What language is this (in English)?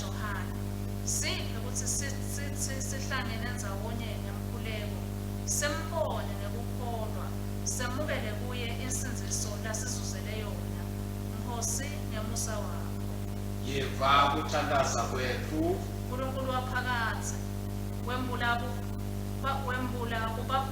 Swati